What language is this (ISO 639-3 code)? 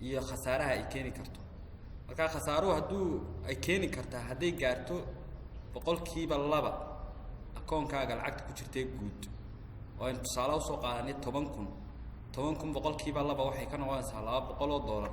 som